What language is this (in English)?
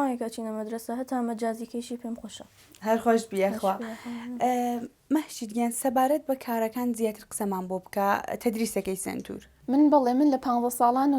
Central Kurdish